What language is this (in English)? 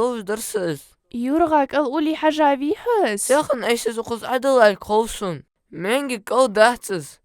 Ingush